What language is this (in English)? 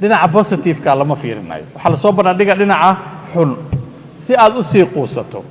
Somali